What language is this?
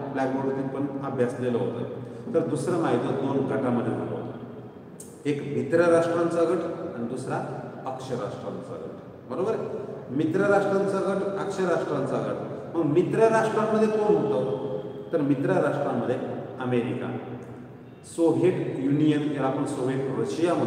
Marathi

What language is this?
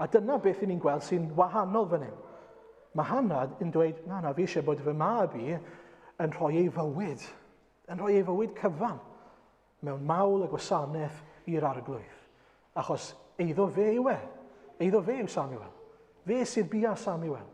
Welsh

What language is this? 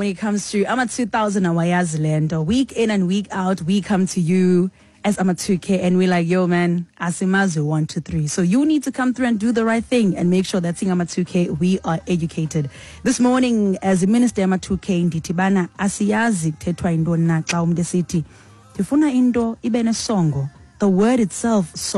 Xhosa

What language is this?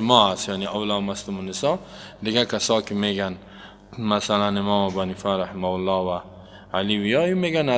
Persian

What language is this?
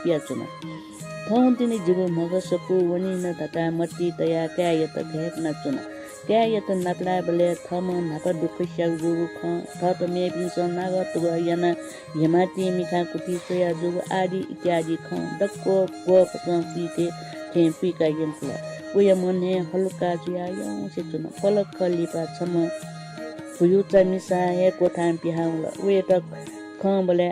Newari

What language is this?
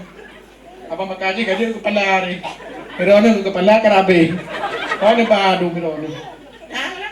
Achinese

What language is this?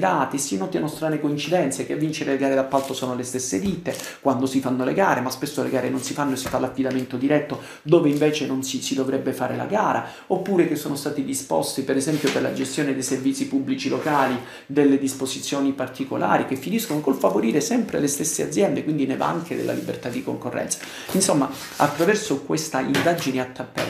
Italian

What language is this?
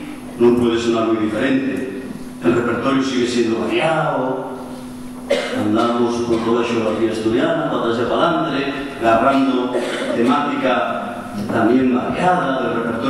Asturian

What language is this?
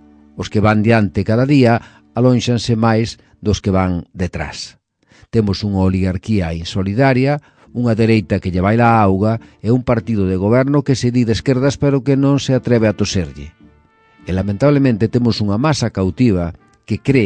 Galician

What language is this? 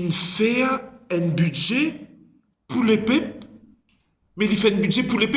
Morisyen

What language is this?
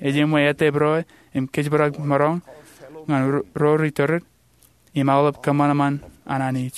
Marshallese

